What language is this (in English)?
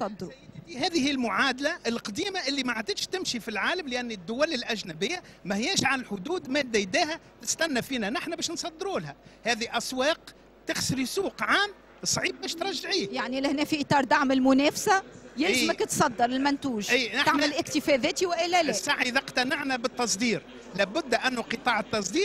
Tunisian Arabic